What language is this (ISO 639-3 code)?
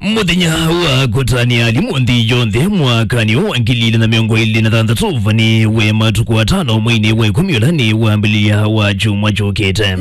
kam